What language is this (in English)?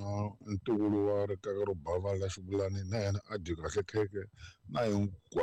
Tsonga